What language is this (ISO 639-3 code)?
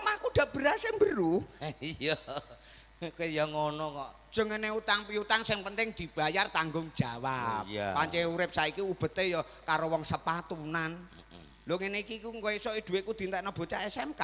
jav